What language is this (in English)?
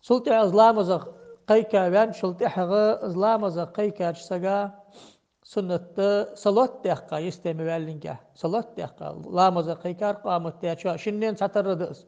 Ingush